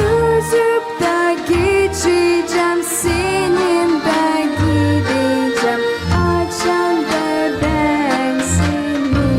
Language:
Gagauz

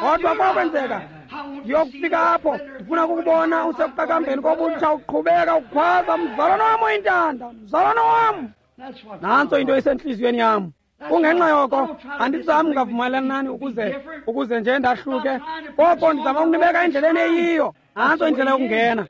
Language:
Xhosa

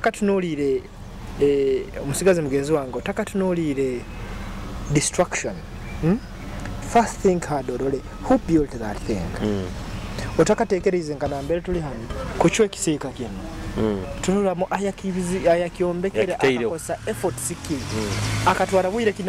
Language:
Nyoro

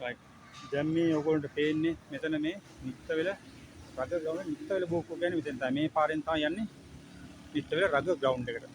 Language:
Sinhala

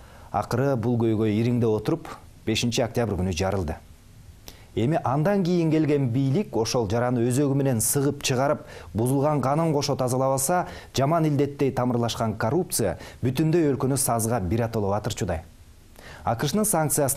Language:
Kyrgyz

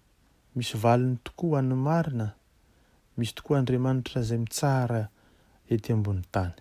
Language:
Malagasy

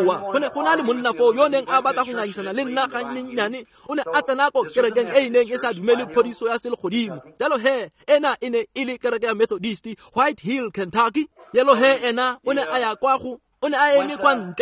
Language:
Tswana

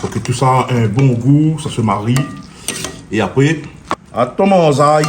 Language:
Réunion Creole French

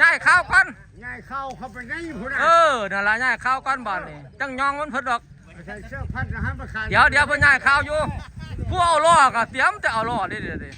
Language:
Northeastern Thai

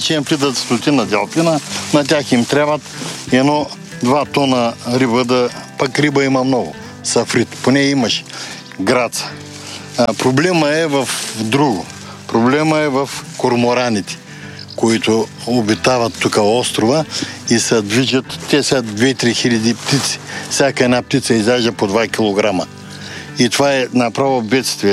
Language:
Bulgarian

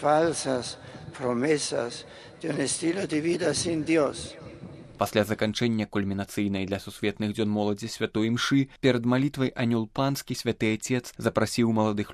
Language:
Belarusian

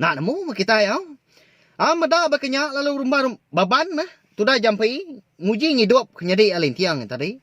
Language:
Iban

